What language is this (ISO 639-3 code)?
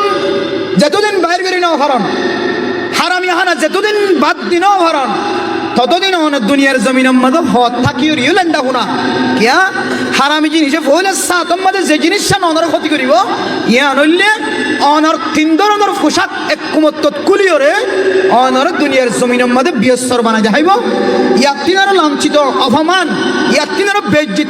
rhg